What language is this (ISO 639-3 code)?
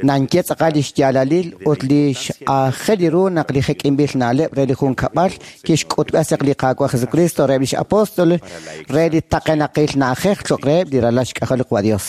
kek